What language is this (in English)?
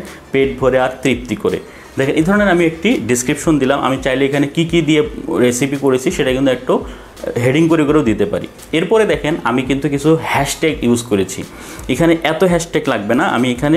Bangla